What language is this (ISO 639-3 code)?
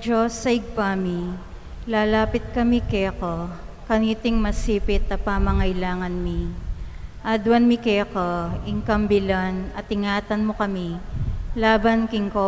pam